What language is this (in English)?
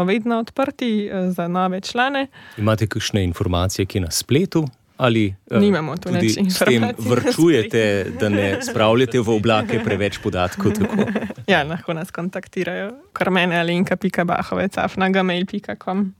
Slovenian